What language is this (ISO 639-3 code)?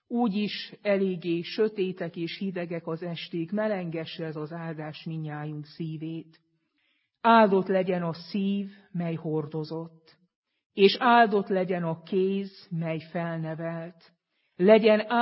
hun